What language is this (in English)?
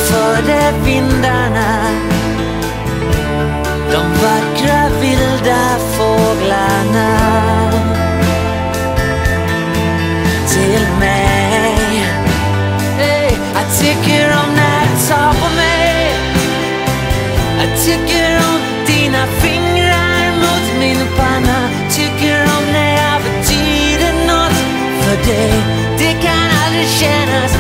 Swedish